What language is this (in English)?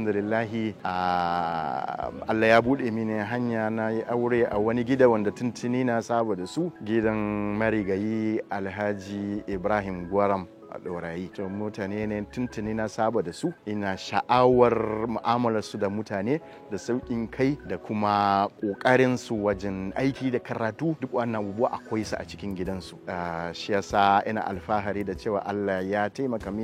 Hausa